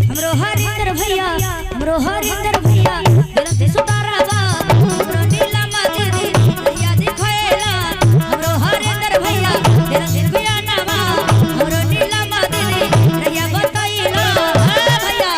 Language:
Magahi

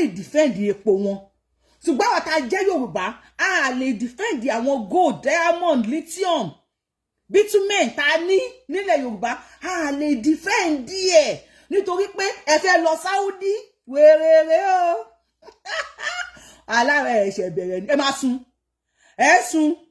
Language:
Yoruba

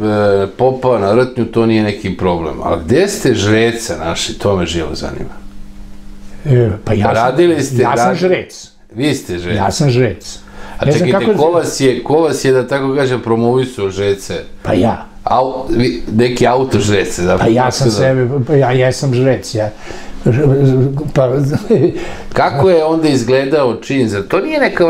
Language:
Serbian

